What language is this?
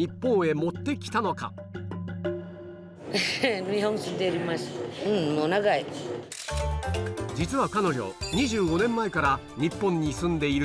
Japanese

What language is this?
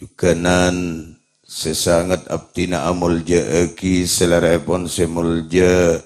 Madurese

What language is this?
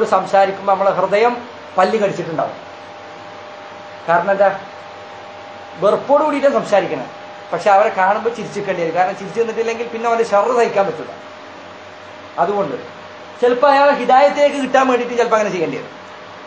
Malayalam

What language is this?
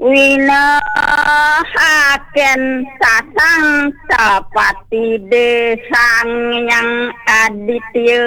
Balinese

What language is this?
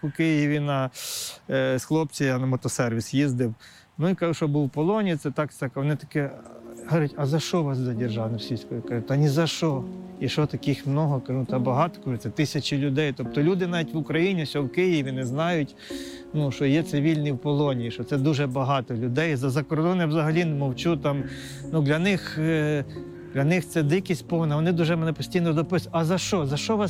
Ukrainian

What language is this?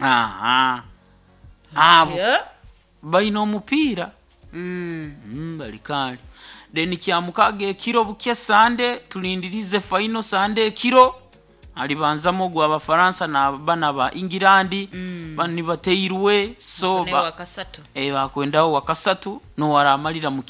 Nyoro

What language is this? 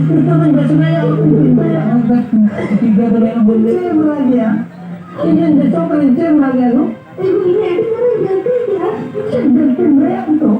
Santali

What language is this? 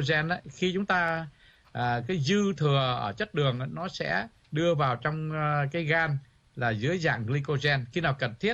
Vietnamese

